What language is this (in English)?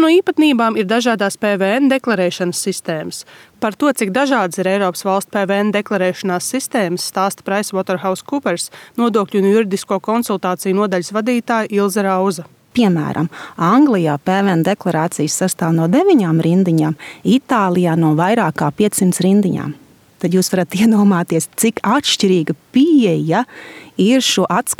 Latvian